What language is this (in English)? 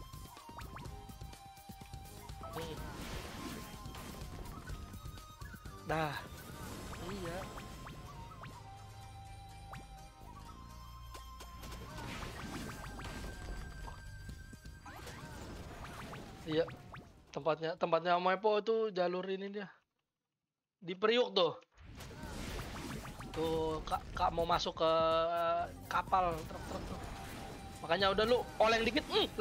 Indonesian